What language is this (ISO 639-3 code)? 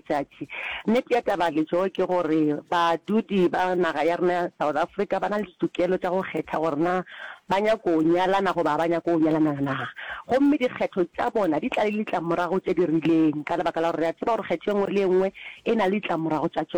nso